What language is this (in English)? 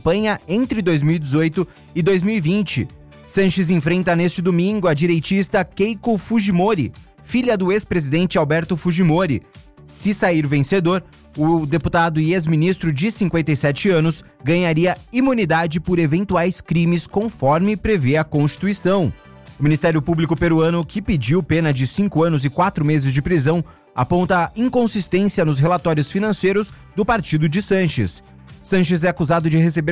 Portuguese